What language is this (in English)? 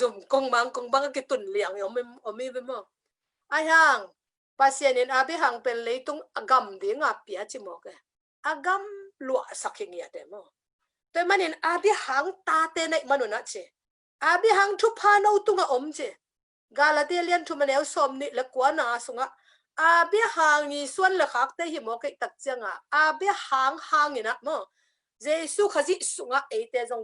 Tedim Chin